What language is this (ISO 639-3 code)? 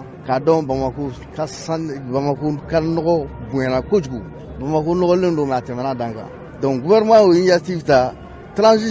bam